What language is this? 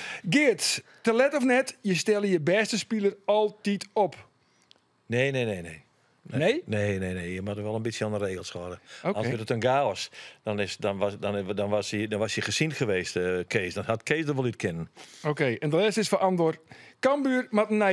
Western Frisian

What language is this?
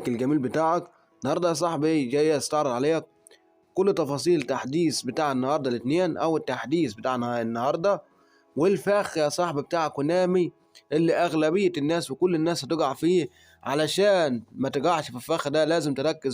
Egyptian Arabic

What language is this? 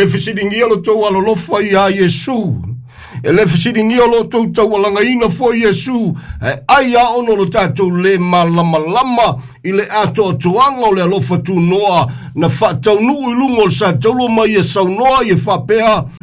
Samoan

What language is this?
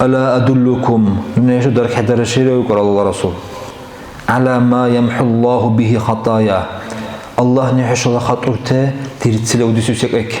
Dargwa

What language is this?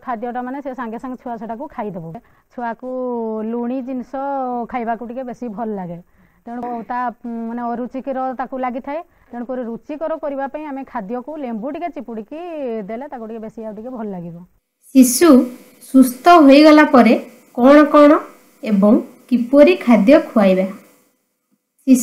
Odia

